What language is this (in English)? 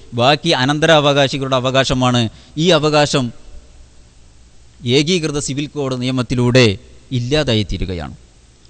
Malayalam